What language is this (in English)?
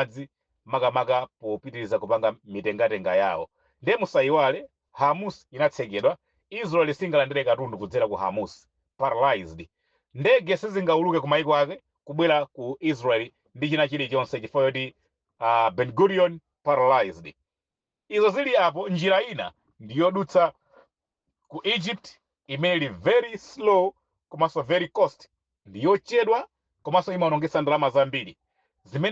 Nyanja